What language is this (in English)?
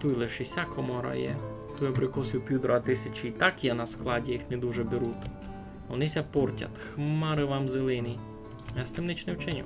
Rusyn